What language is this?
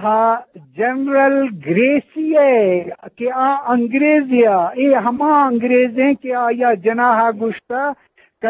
Eastern Balochi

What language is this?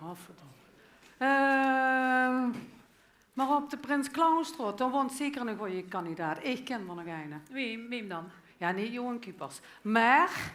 Limburgish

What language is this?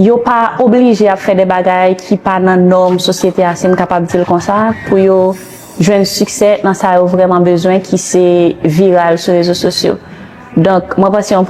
Haitian Creole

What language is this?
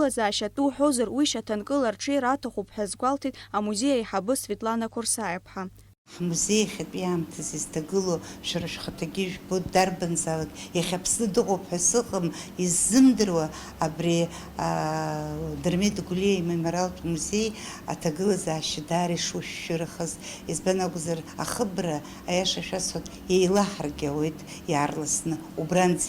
Abkhazian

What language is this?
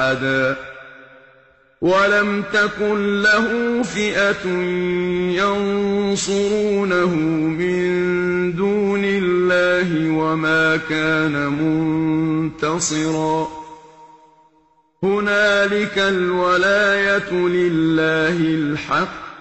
Arabic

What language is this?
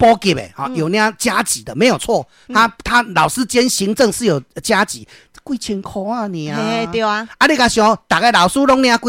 Min Nan Chinese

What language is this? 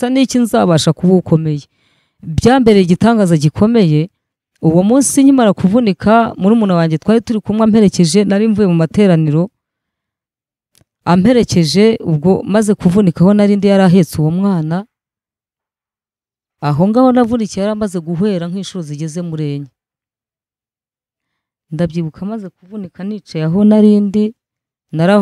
Kinyarwanda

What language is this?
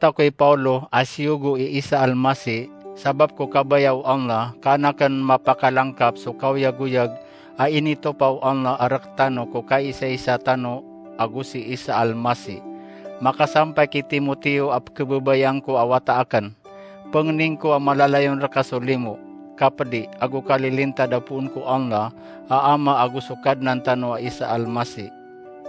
Maranao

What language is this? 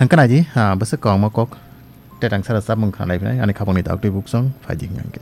Kok Borok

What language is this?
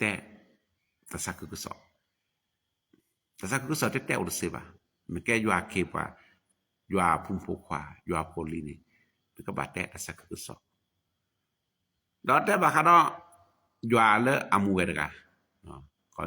S'gaw Karen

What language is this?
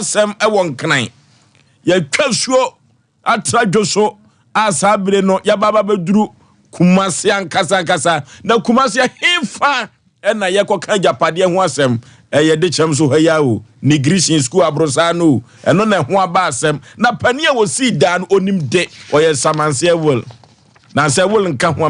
Akan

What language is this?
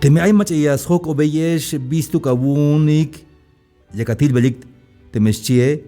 Tzeltal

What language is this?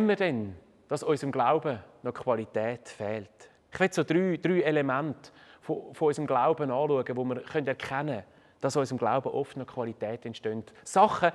Swiss German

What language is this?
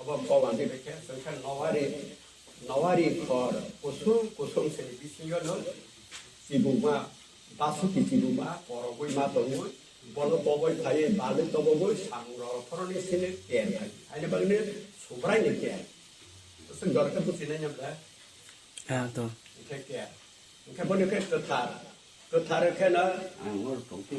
Kok Borok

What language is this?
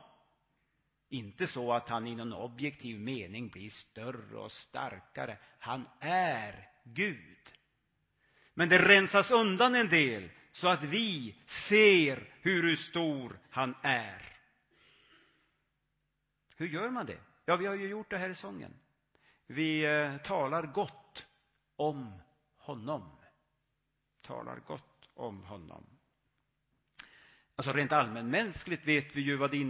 Swedish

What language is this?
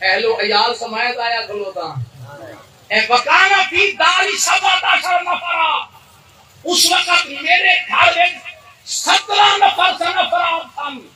Saraiki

